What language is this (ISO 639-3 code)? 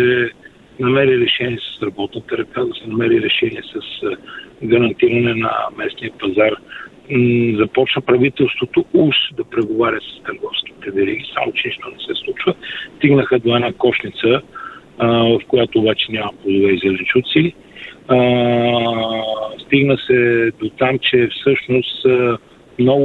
bul